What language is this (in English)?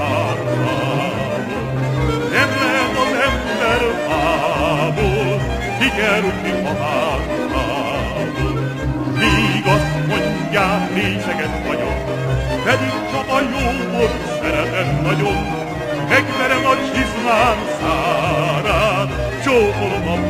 Hungarian